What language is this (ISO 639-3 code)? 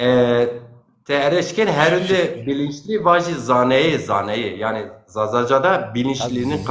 zza